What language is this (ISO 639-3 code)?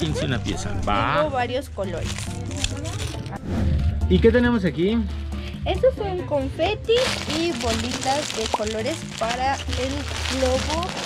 spa